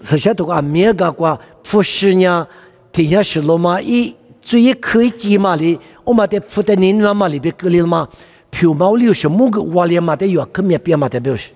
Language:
Lisu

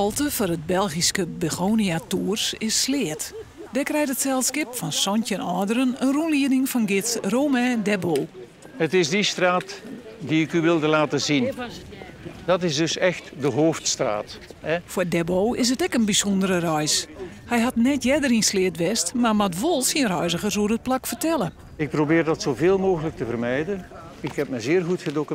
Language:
Western Frisian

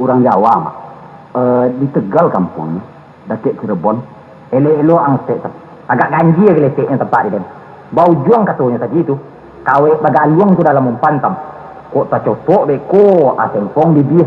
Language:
Minangkabau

